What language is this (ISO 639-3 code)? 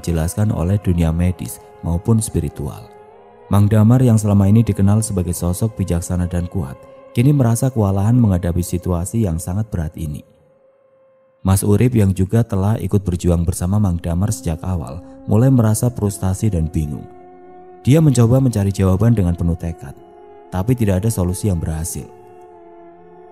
ind